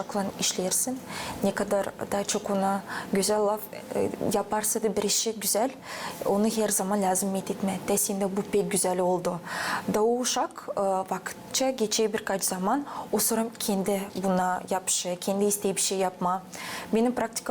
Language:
Gagauz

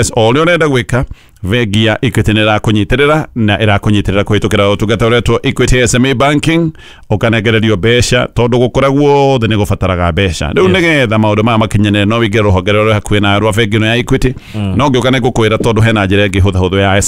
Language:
Kikuyu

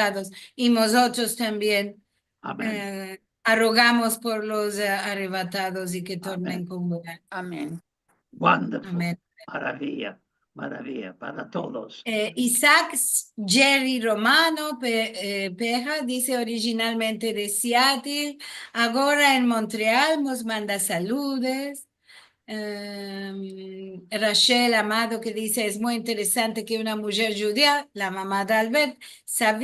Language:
Ladino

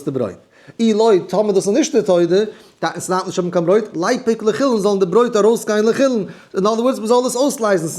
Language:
Yiddish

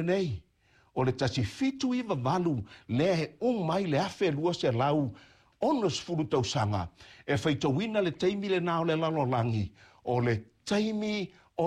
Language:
Samoan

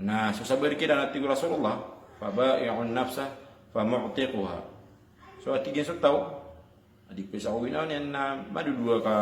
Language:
Maranao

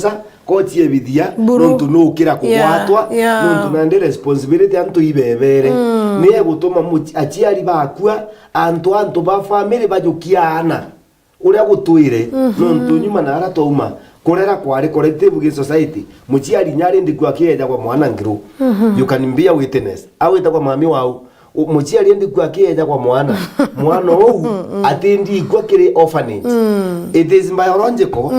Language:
Meru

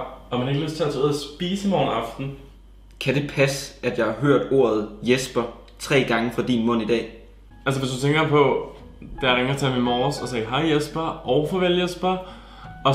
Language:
Danish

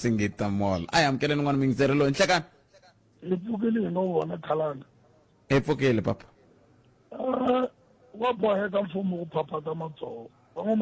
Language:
Tsonga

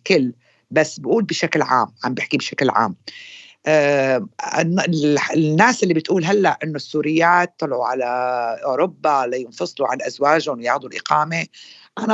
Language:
North Levantine Arabic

